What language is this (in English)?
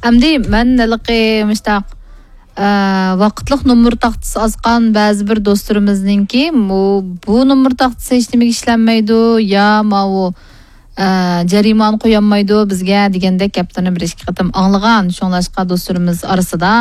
Uyghur